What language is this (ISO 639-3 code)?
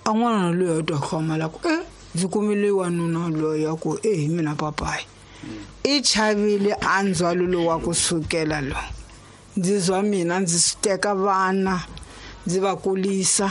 tso